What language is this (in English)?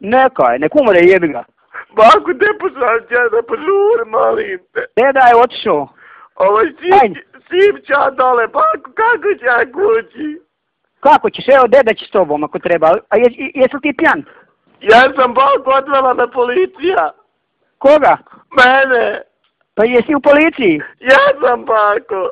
Bosnian